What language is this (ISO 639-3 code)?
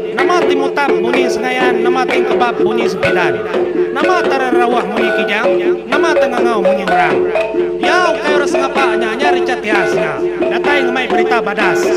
iba